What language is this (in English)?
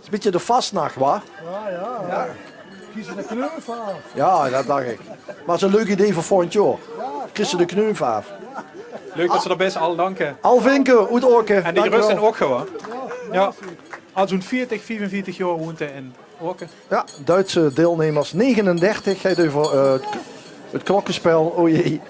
Limburgish